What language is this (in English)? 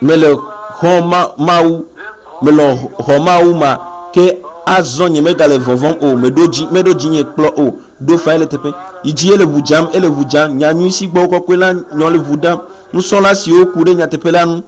Ewe